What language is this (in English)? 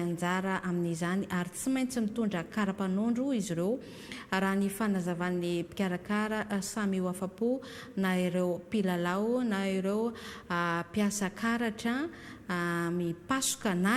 Malagasy